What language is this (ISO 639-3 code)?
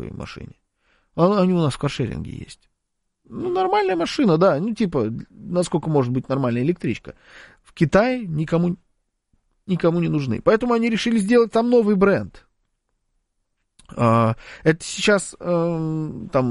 rus